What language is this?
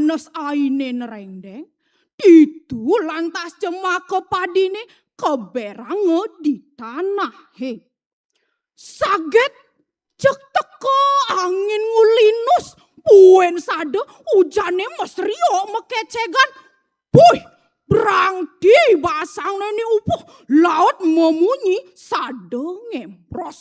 Balinese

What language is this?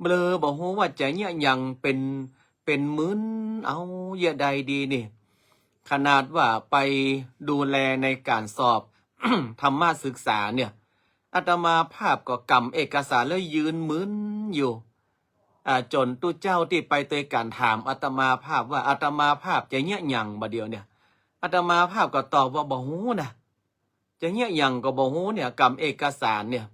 Northern Thai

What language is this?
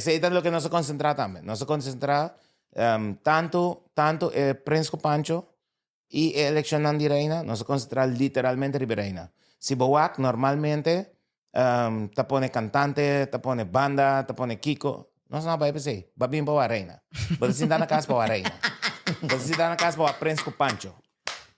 Papiamento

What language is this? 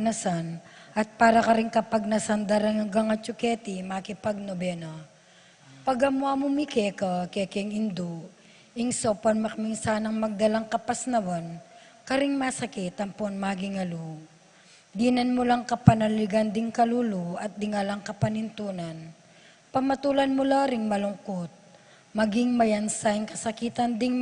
Pampanga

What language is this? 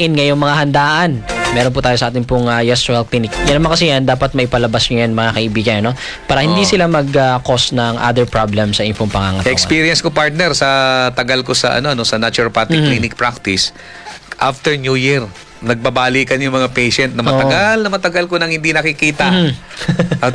Filipino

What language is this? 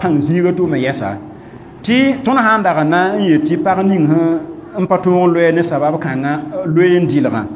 Mossi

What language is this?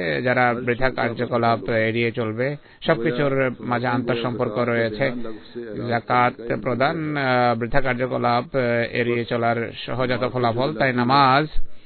Bangla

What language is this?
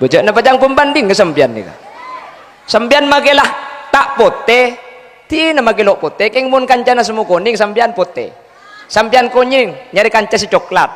Madurese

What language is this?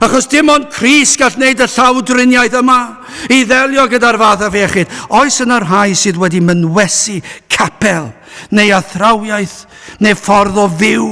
Welsh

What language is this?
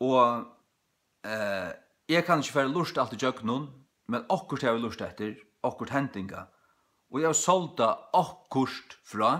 Faroese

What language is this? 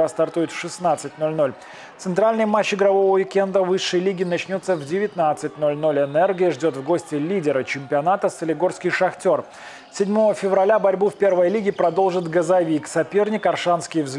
Russian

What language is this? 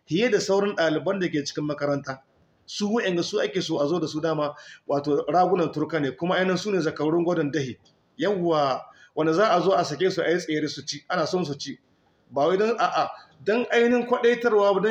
Hausa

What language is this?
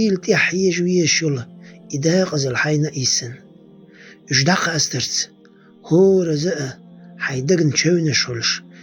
Chechen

